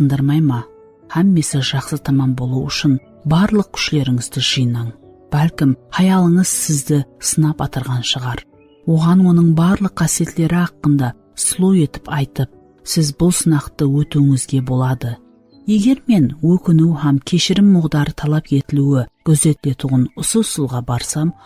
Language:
Kara-Kalpak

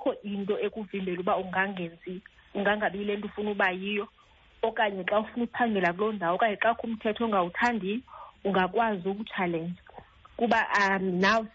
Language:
Xhosa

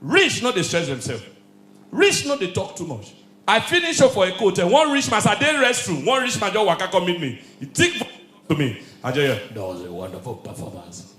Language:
Nigerian Pidgin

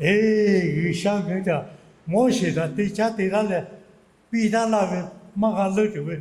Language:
Lahu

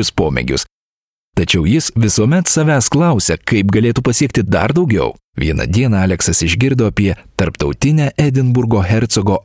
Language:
Lithuanian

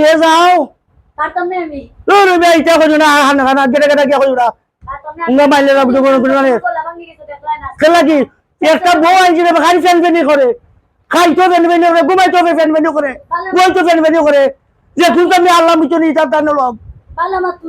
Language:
Sylheti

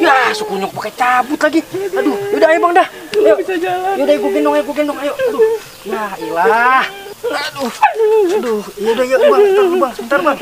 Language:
Betawi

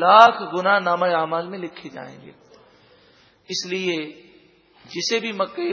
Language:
Urdu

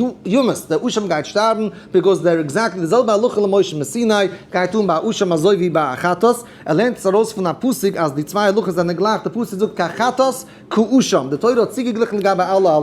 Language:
Yiddish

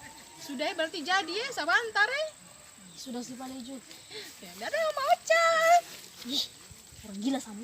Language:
Ambonese Malay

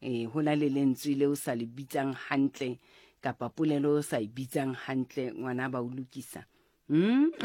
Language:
Southern Sotho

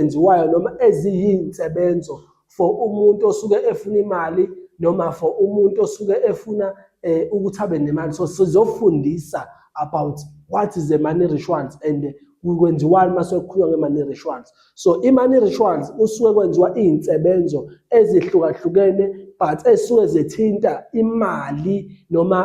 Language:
Zulu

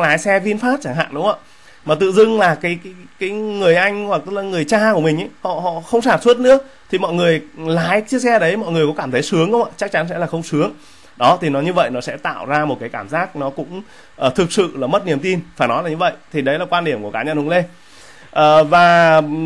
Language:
Vietnamese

